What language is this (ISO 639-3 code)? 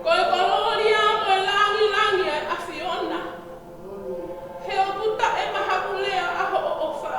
ton